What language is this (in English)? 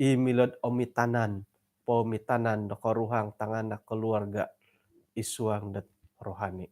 Central Dusun